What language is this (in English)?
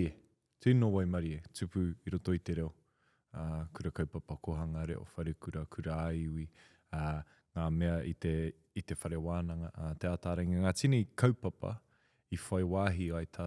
Māori